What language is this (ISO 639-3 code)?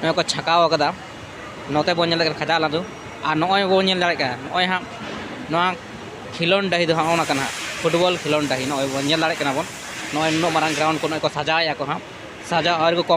sat